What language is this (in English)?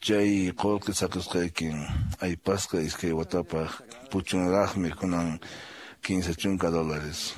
Quechua